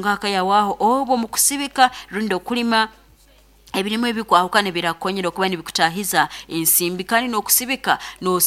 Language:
Nyoro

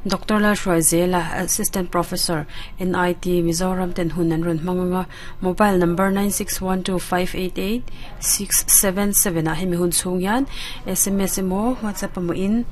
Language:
Mizo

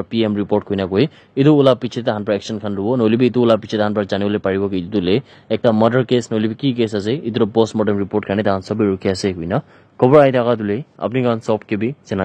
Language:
Naga Pidgin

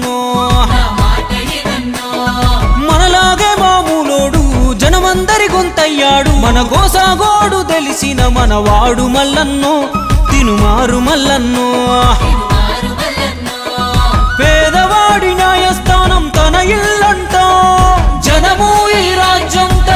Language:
Telugu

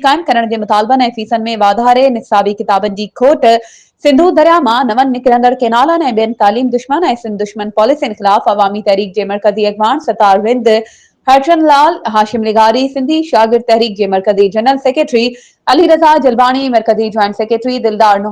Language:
Sindhi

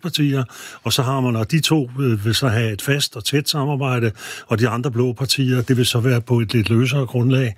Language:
Danish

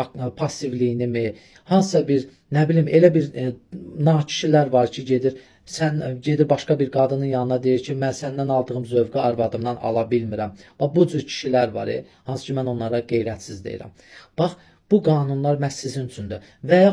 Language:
Azerbaijani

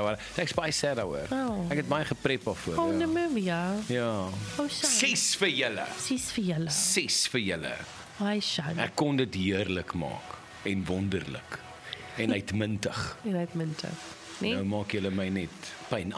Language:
Afrikaans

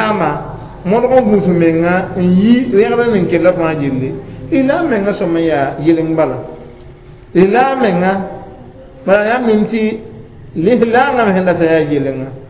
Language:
Mossi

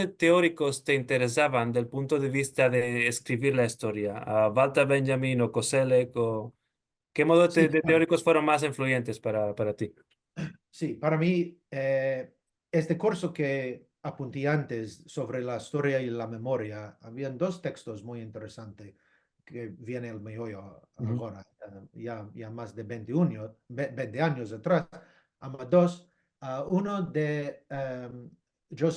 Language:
Ladino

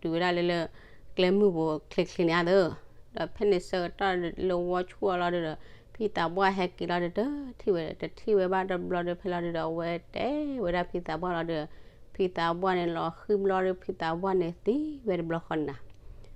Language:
S'gaw Karen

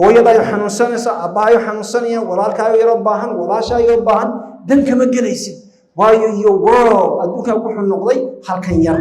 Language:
Somali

